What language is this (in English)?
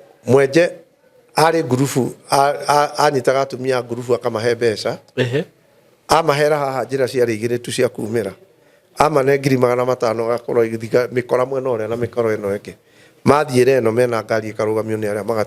Kikuyu